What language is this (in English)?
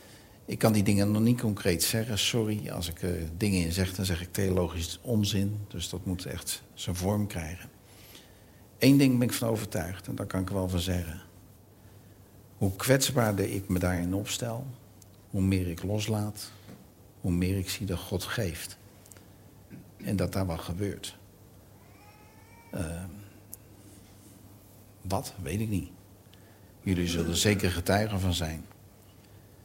Dutch